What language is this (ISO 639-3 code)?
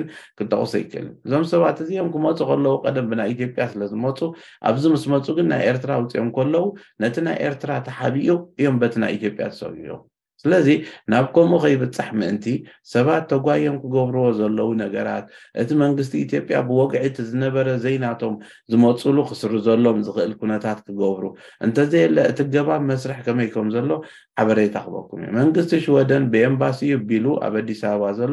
tir